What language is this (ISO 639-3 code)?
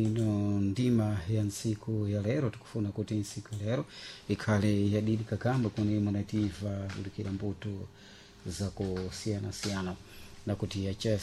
seh